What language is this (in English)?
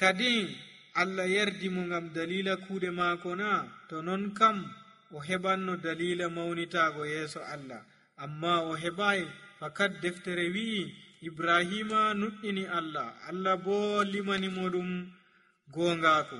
Nigerian Fulfulde